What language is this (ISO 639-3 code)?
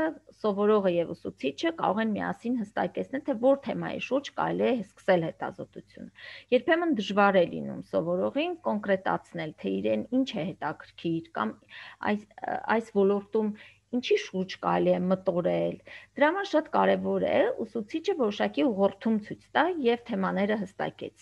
hye